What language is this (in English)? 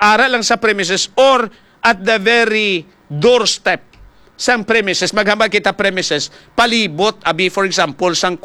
Hiligaynon